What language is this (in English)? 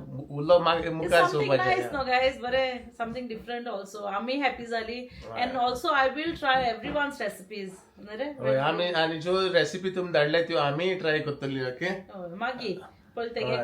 Konkani